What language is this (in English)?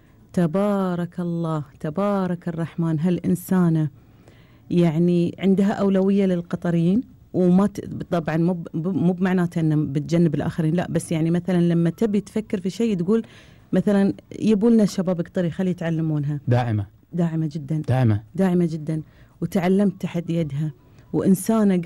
Gulf Arabic